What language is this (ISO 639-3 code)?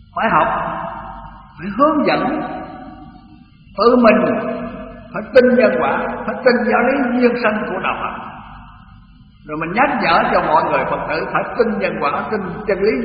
vie